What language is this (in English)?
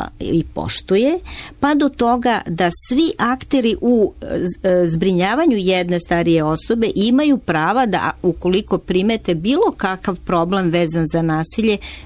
Serbian